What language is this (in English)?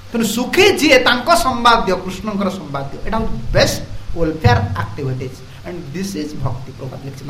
Odia